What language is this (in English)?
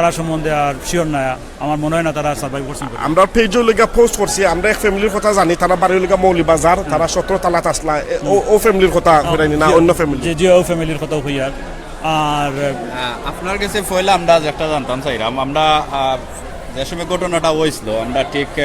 Sylheti